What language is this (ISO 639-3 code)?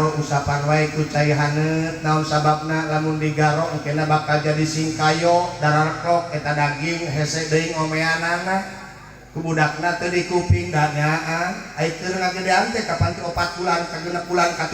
sun